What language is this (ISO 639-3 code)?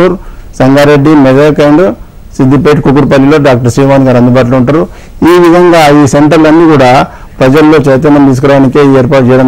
tel